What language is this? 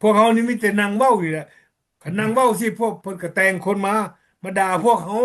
Lao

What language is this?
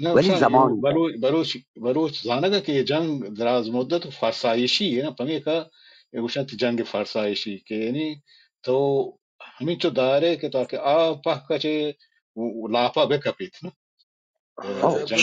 Baluchi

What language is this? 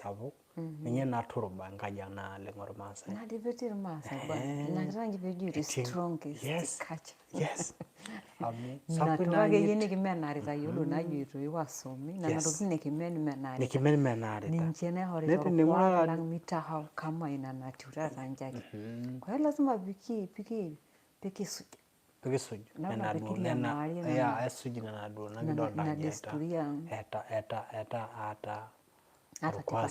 Masai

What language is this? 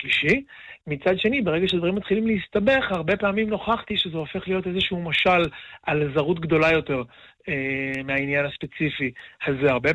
Hebrew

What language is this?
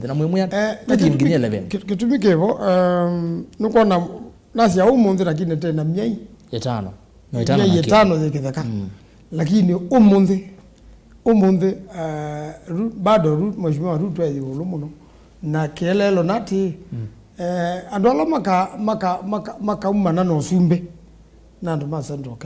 Kamba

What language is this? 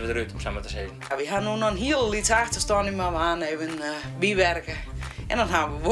Western Frisian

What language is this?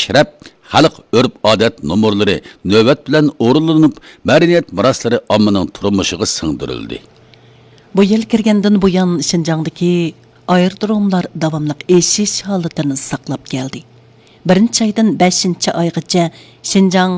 Uyghur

